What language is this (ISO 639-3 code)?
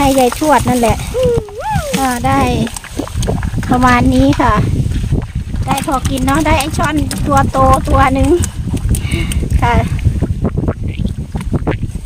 tha